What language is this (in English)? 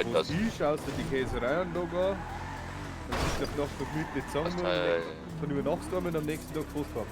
Bavarian